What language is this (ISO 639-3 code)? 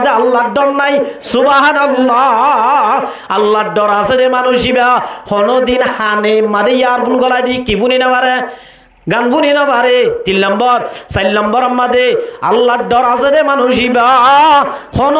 rhg